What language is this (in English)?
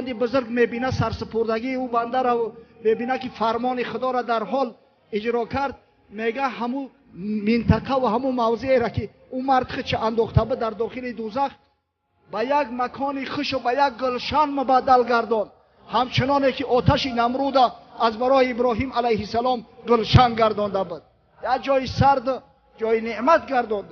Tajik